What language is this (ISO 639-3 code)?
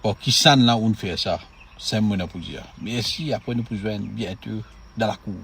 mfe